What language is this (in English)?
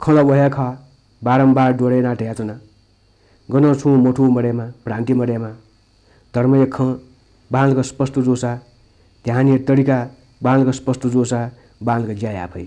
Newari